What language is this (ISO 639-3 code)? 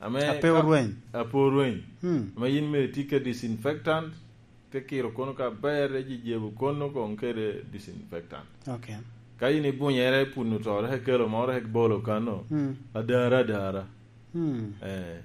laj